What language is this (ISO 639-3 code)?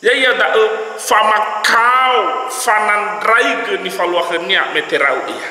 nia